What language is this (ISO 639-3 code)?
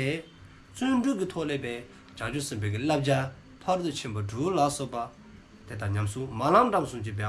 dzo